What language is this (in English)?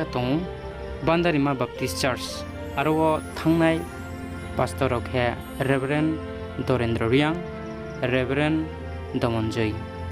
Riang (India)